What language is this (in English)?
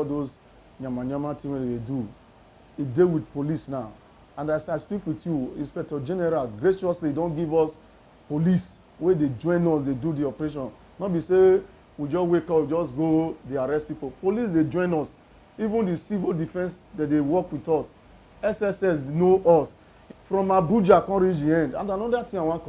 Nigerian Pidgin